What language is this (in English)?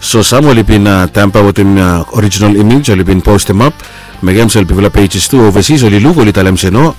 Bislama